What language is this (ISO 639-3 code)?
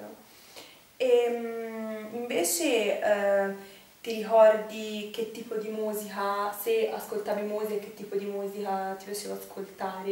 ita